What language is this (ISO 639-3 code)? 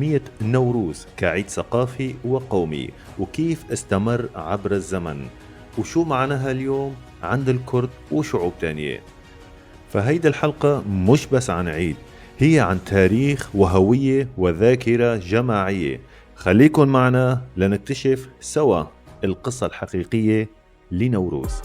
apc